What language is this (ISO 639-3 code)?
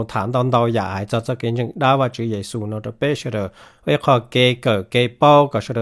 hmn